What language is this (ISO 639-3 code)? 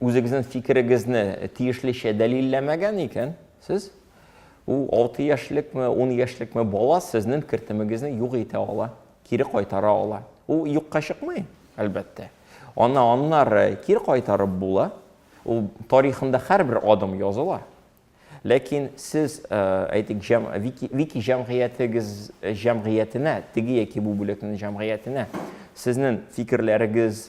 tat